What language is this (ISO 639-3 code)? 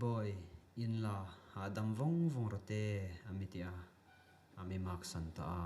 hmr